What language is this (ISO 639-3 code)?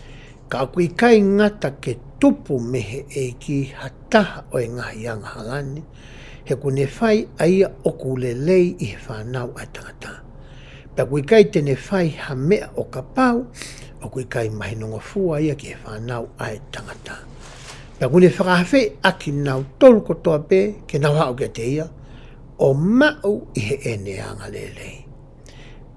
ton